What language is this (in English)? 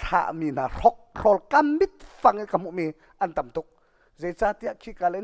Hakha Chin